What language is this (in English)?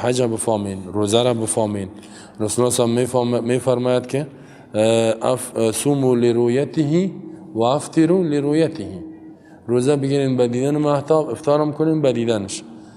Persian